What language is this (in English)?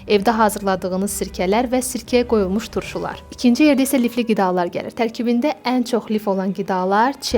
Azerbaijani